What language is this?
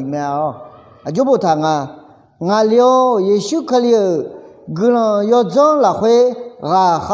Akha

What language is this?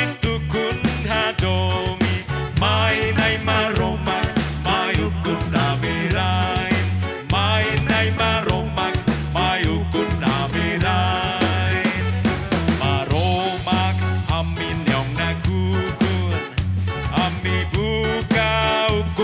Tetum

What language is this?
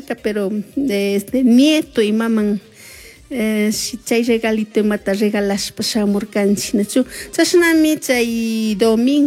Chimborazo Highland Quichua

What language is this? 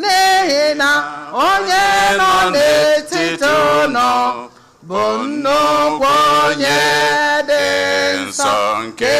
Igbo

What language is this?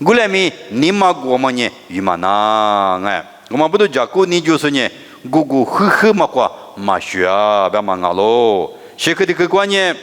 Lisu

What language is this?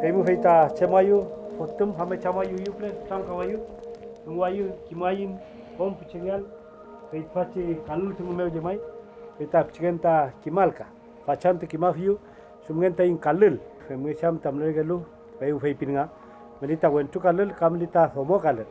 Mapuche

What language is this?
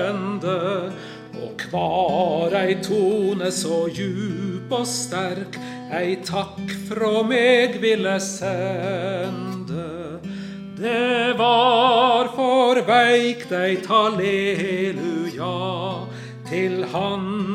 Norwegian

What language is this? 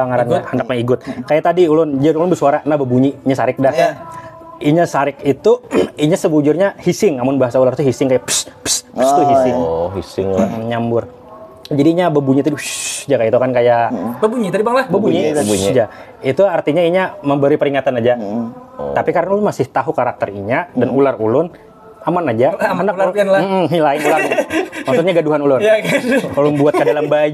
Banjar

